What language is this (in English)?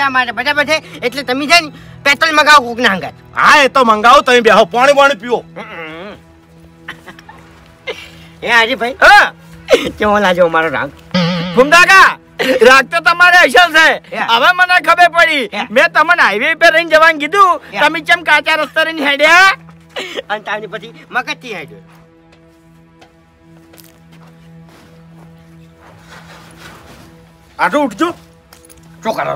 Gujarati